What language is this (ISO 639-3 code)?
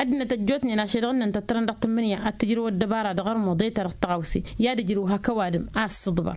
taq